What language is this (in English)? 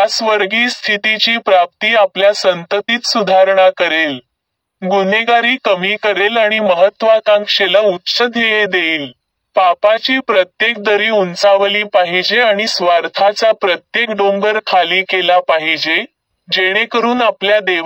Marathi